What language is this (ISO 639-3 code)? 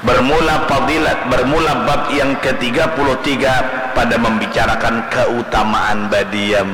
bjn